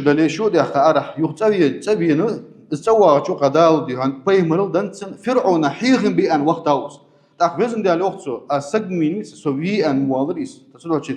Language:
Ingush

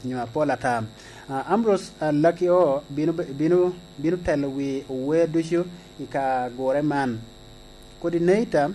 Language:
Lango (Uganda)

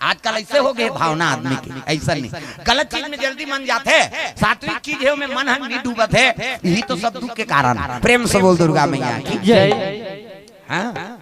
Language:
Chhattisgarhi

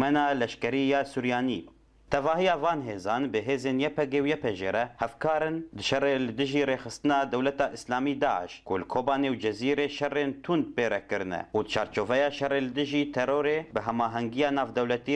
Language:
Kurdish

